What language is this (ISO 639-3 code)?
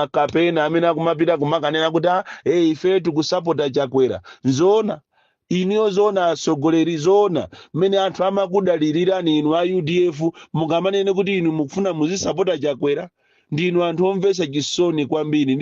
nya